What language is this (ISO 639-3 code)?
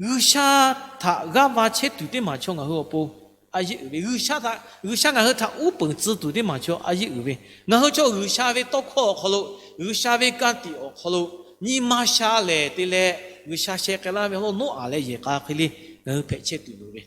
lhu